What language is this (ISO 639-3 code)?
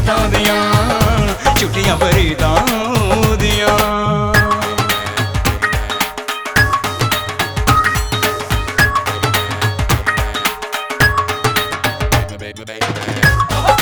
pan